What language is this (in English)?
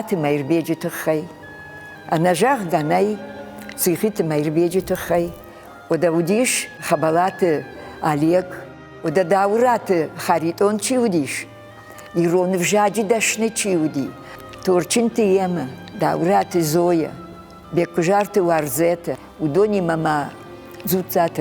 Ossetic